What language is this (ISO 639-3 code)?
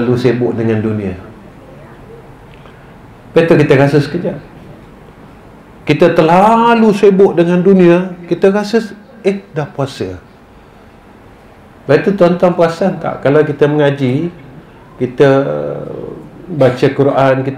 msa